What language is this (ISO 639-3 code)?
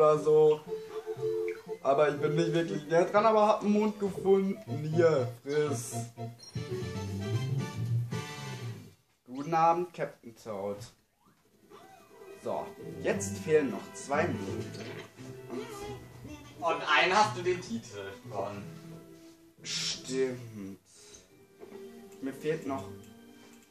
deu